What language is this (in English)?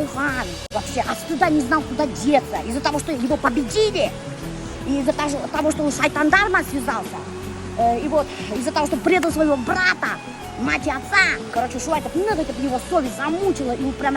Bashkir